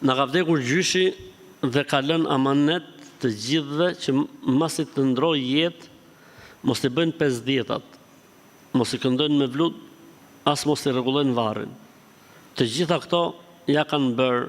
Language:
Albanian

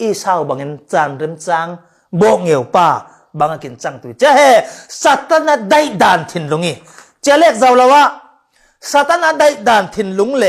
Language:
Falam Chin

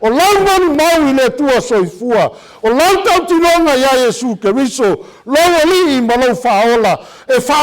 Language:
Samoan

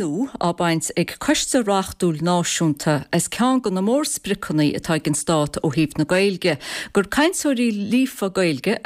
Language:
Irish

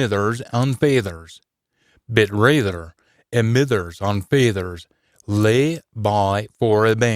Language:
Scots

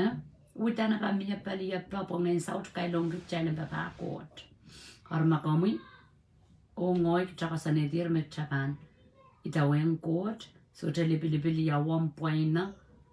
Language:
Pohnpeian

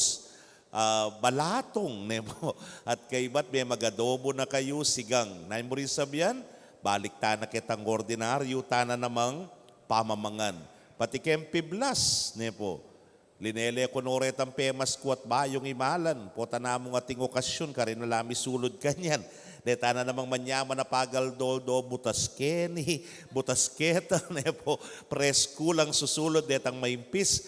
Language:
Pampanga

